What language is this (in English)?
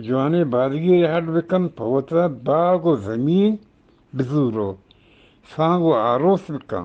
Eastern Balochi